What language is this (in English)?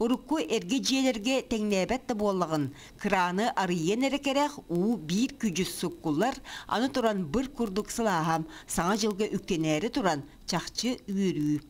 Yakut